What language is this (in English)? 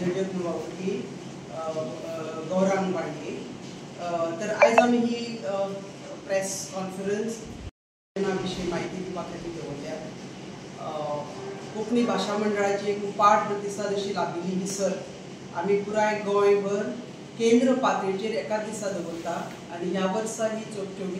Konkani